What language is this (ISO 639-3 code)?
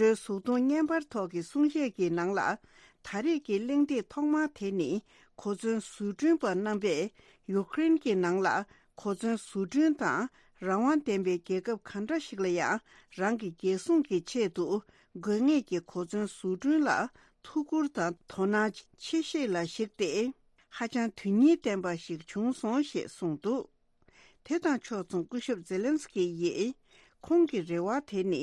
bod